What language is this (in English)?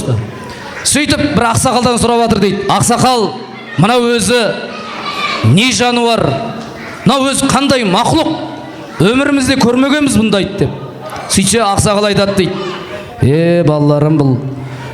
Kazakh